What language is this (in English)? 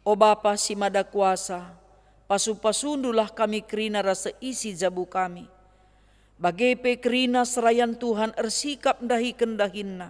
Batak Karo